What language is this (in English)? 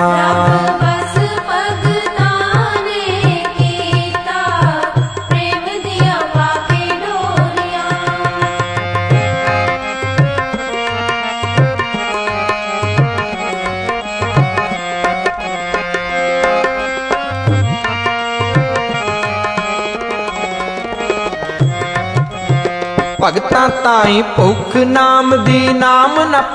Punjabi